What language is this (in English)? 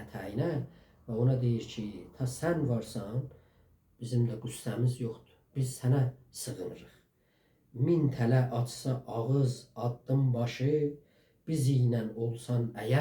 South Azerbaijani